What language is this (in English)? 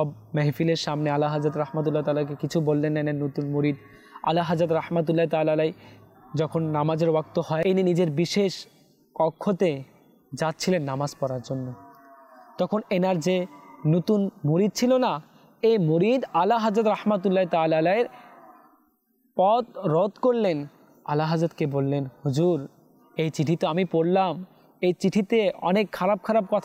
Bangla